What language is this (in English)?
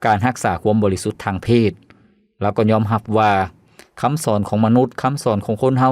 Lao